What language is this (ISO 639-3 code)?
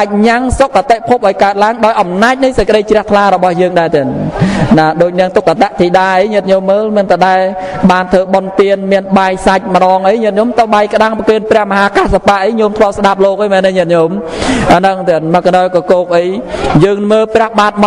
khm